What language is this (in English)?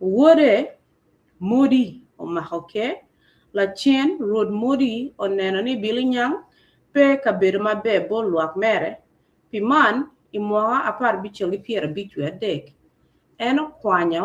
Acoli